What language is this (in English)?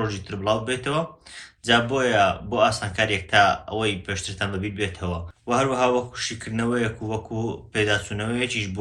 Central Kurdish